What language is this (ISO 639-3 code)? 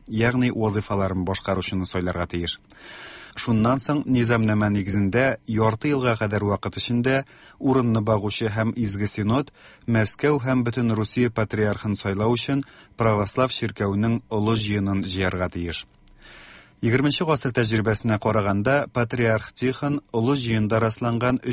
tat